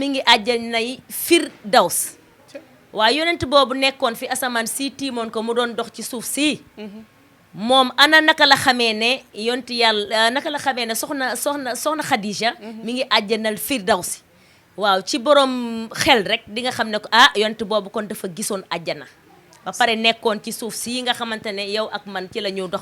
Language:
Wolof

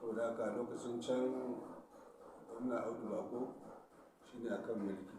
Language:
Hausa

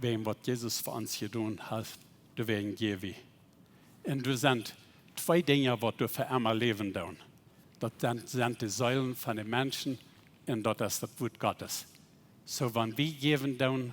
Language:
Plautdietsch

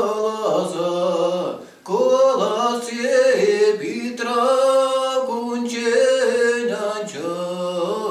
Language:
Chuvash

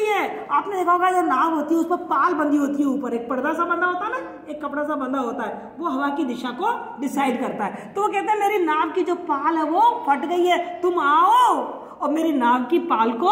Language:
Hindi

